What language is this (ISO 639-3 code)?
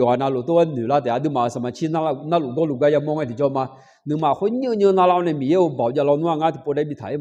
ahk